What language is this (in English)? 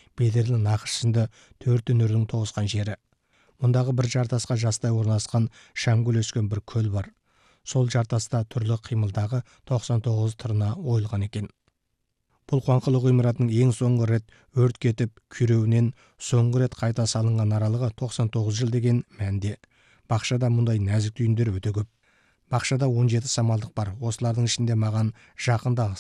Kazakh